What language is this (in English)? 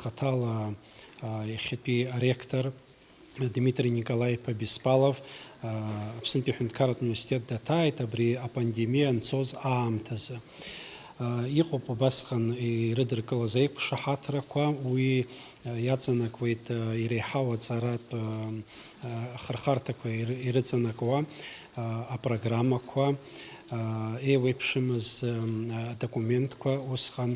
Abkhazian